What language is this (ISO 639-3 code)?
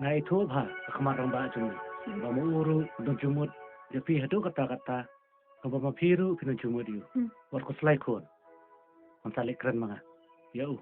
kha